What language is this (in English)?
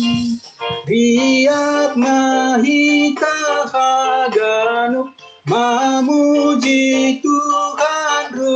Batak Simalungun